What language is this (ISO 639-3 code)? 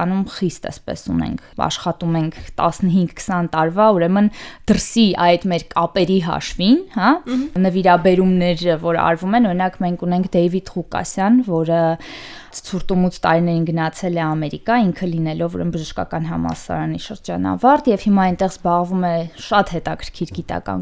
hye